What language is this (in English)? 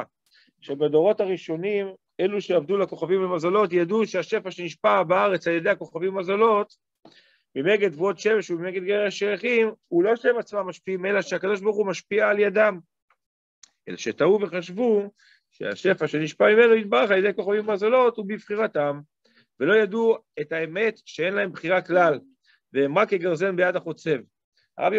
Hebrew